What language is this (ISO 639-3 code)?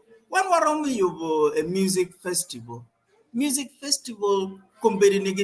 ach